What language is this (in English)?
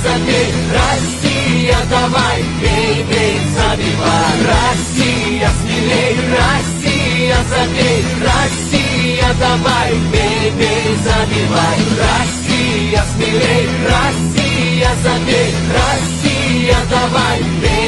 Russian